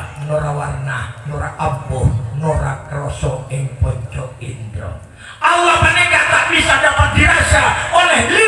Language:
Madurese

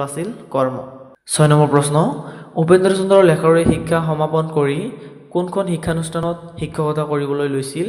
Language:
Assamese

